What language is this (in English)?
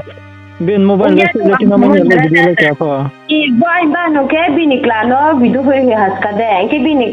Riang (India)